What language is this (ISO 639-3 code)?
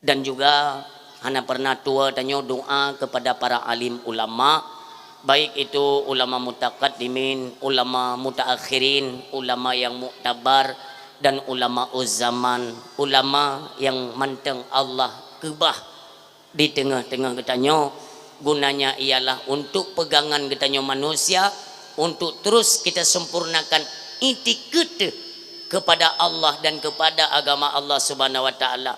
ace